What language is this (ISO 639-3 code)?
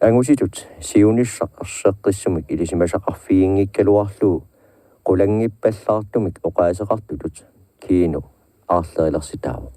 kal